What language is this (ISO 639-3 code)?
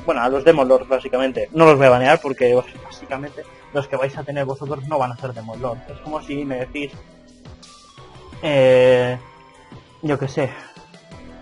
spa